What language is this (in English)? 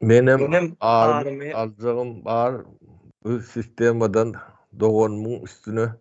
Turkmen